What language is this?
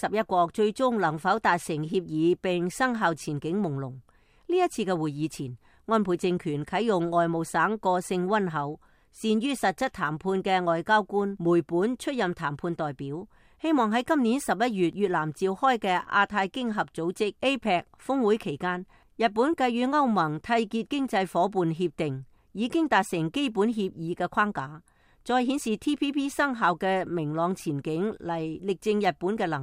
Cantonese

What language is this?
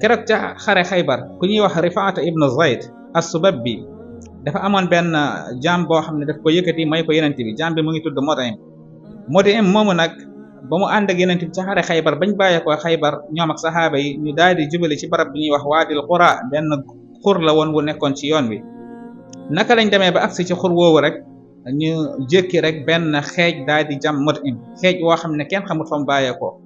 Wolof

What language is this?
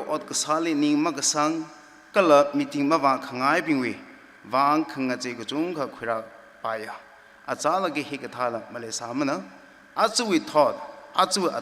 Tangkhul Naga (India)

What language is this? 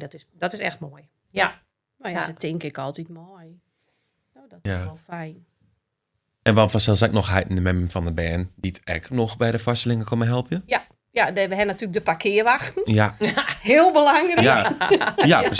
Western Frisian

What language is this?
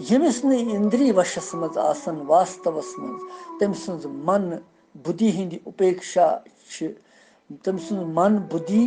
Kashmiri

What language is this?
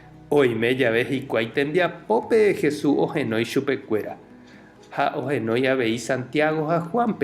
Guarani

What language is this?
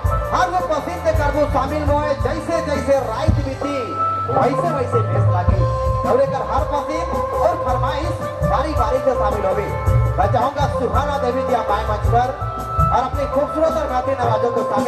Sadri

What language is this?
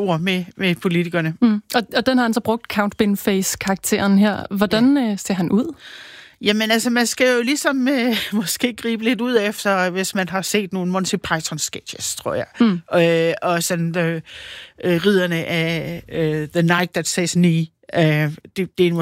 Danish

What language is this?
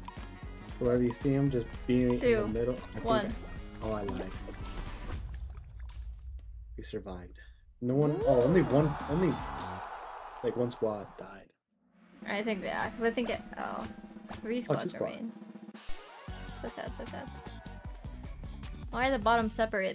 English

